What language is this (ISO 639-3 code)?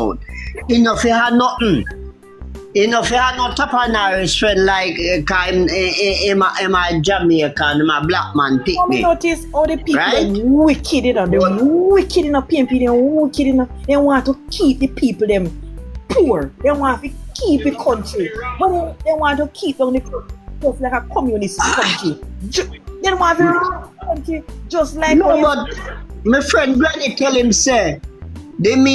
jam